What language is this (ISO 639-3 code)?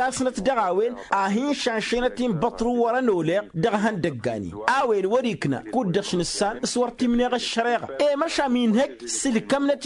taq